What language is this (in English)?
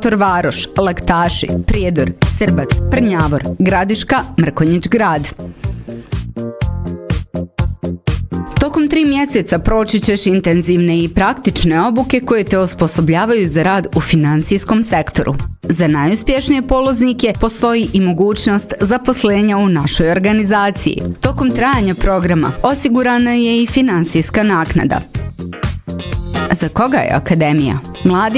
Bosnian